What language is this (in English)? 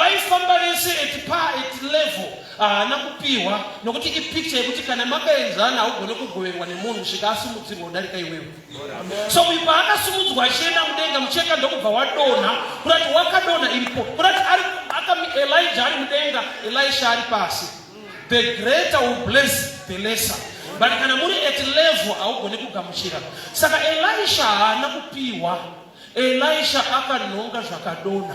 Shona